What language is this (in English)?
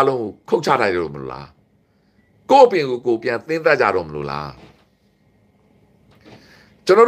Burmese